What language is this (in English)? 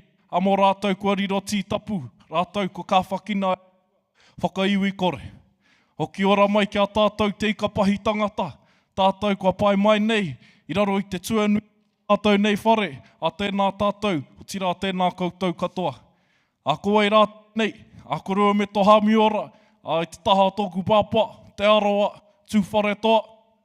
Māori